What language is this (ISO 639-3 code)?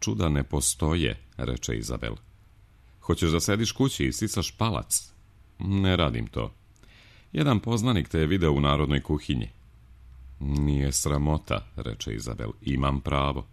srp